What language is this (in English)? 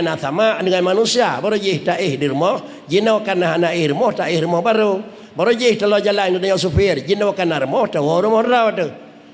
Achinese